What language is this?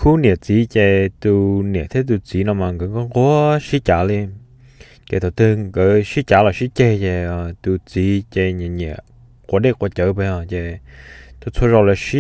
Hmong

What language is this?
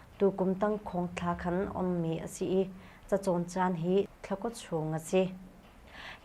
Hakha Chin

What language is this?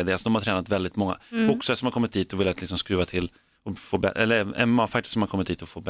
Swedish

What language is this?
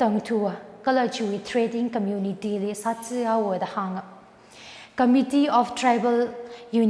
Tangkhul Naga (India)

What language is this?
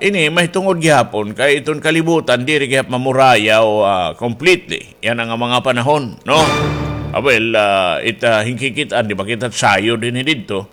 Waray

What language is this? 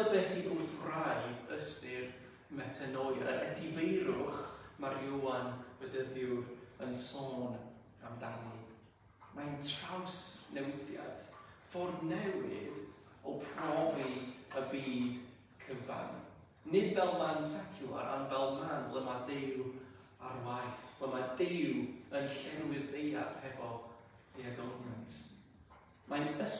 Welsh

